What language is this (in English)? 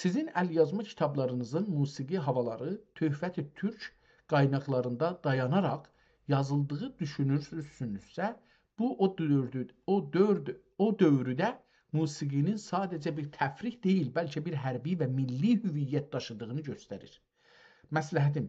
South Azerbaijani